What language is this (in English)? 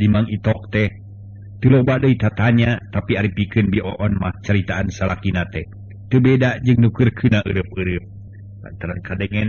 Sundanese